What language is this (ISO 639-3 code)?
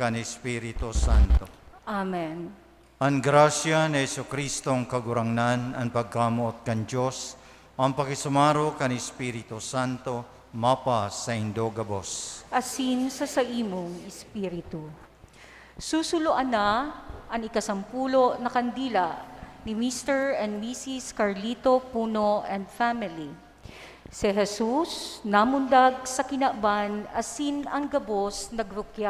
bik